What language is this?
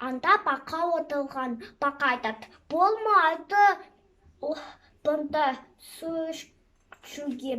Kazakh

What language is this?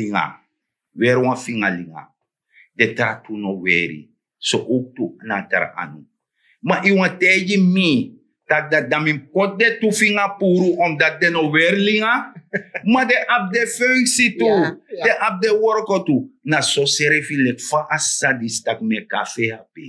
Sranan Tongo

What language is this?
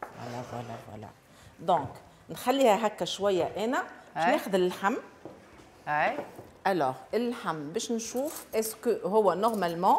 Tunisian Arabic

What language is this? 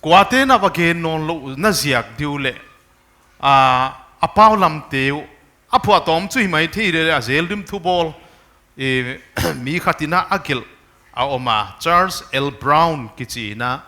Paite Chin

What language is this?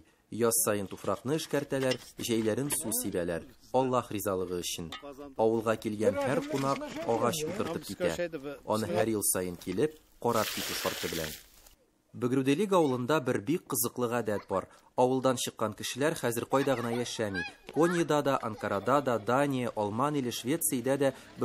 Tatar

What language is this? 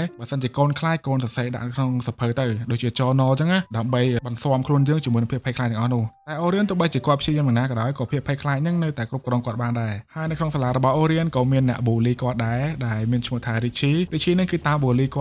Khmer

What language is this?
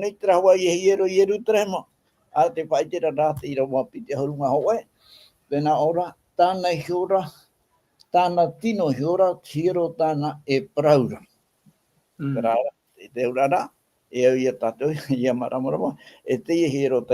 Tahitian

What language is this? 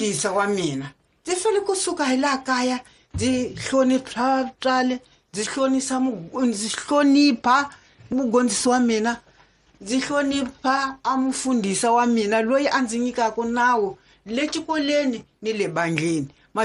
Tsonga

